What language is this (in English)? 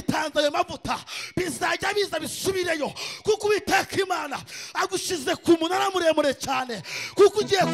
Kinyarwanda